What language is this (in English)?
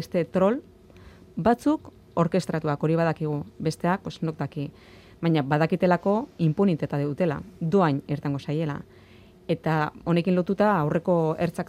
Basque